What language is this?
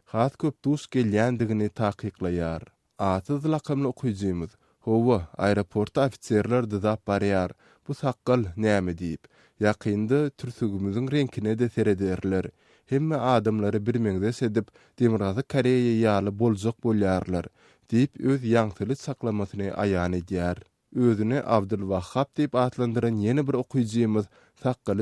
Turkmen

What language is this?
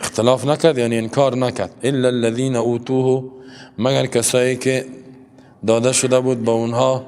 Persian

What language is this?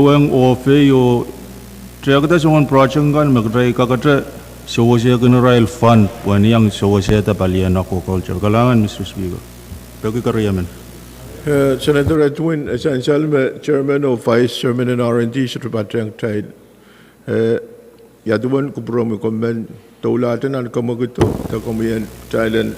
Pohnpeian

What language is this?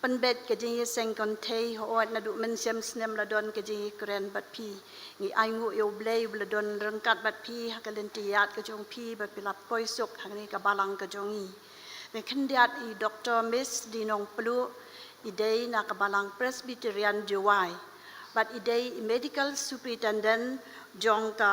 Khasi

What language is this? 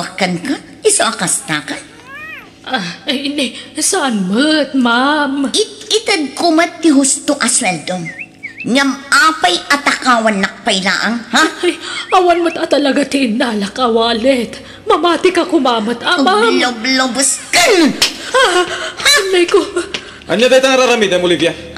Iloko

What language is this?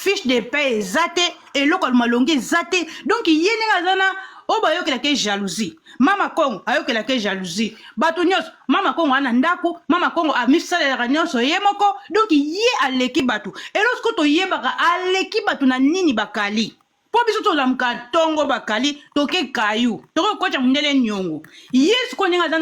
Lingala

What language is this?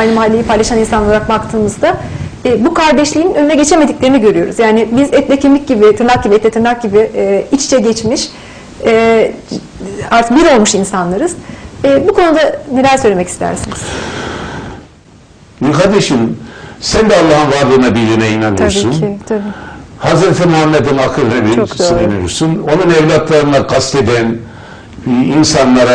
Turkish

